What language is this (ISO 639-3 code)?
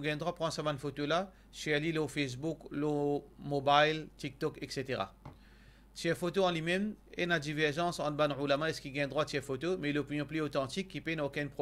mfe